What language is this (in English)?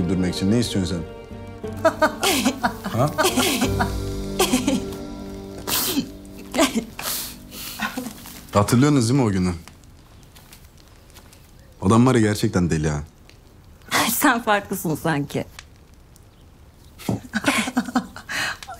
Turkish